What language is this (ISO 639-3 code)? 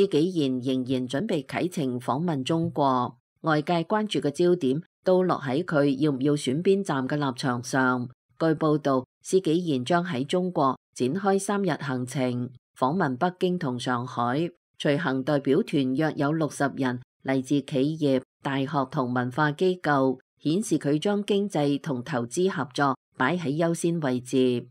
yue